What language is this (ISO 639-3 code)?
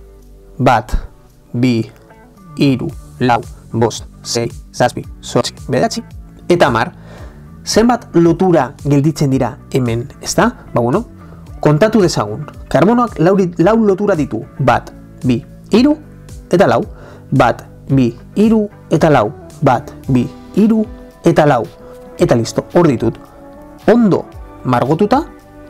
eus